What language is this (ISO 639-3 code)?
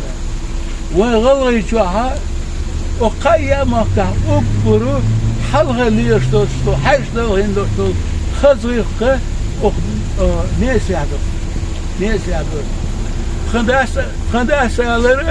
inh